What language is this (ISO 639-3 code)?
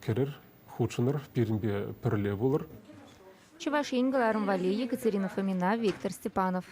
chv